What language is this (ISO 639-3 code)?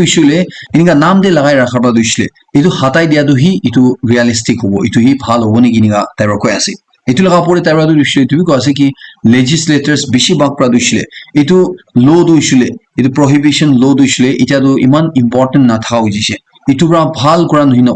nag